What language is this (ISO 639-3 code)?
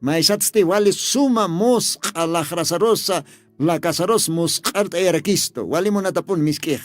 aym